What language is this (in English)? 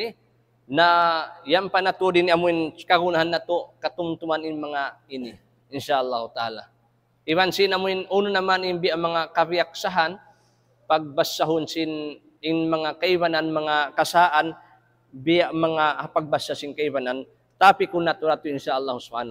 Tausug